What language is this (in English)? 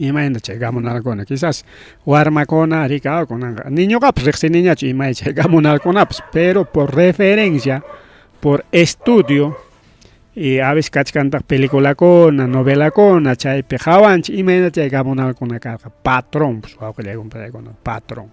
Ayacucho Quechua